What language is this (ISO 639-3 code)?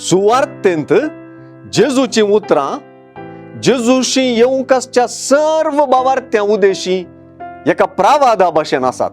kok